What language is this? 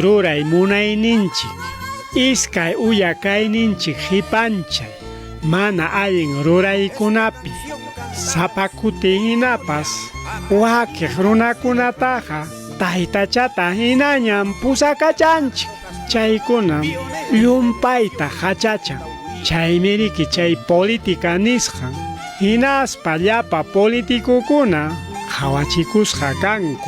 Ayacucho Quechua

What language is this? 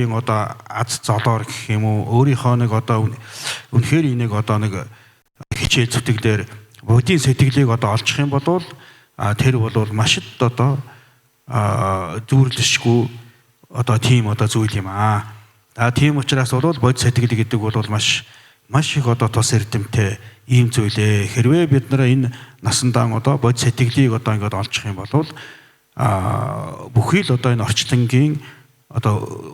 Mongolian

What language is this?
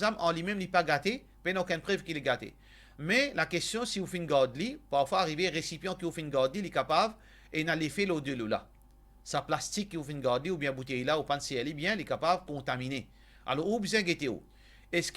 Morisyen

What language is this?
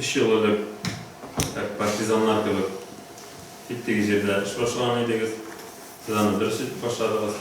Tatar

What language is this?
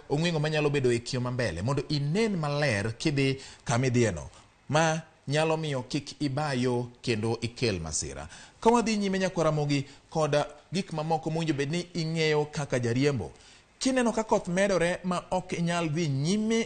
Luo (Kenya and Tanzania)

